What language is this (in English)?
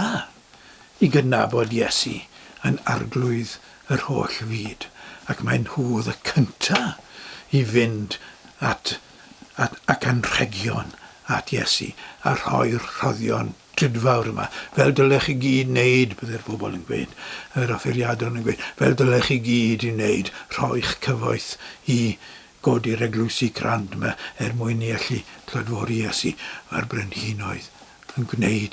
Welsh